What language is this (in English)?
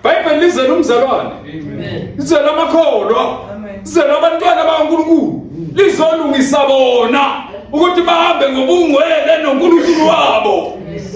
Zulu